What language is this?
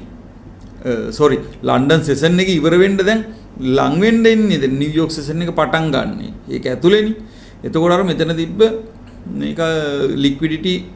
Sinhala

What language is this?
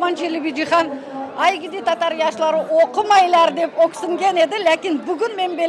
Crimean Tatar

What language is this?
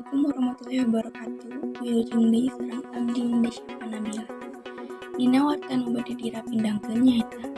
Sundanese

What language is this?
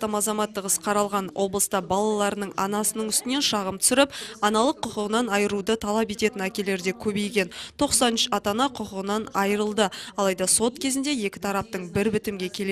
Kazakh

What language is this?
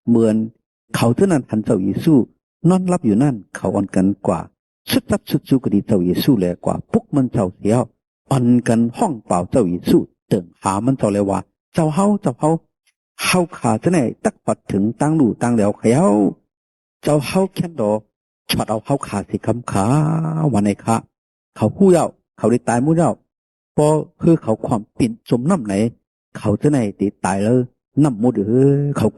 Shan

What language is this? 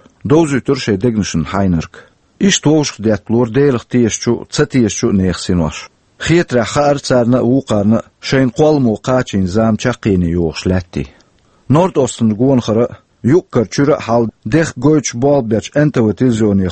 Chechen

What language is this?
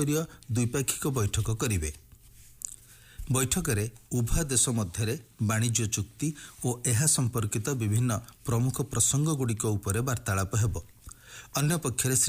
Odia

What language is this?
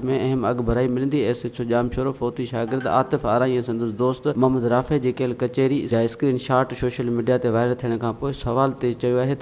Sindhi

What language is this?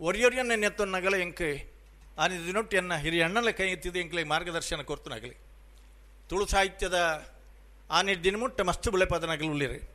Tulu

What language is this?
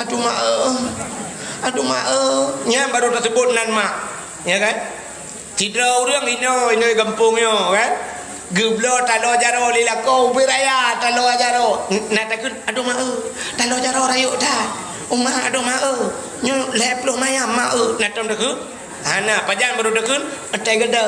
Achinese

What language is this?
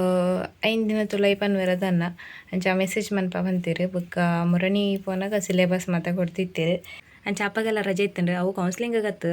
Tulu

